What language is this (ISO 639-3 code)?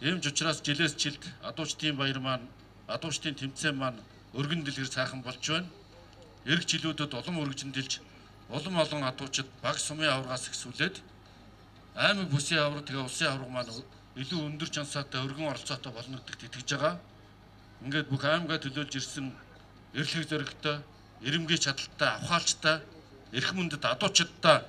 mon